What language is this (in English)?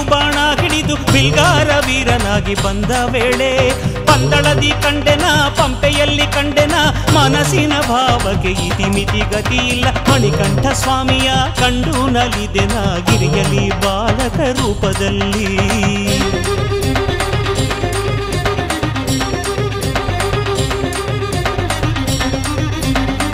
Kannada